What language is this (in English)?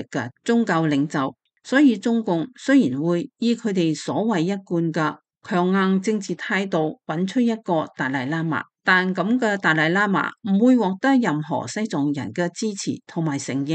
Cantonese